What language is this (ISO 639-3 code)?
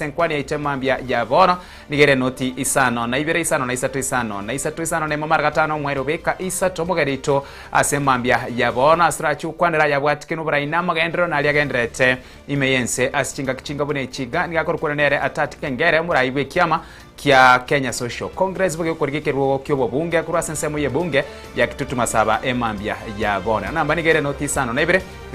guz